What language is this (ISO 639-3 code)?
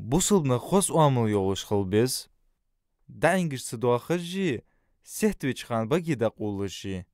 inh